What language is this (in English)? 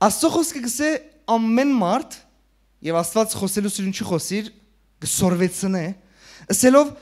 Western Armenian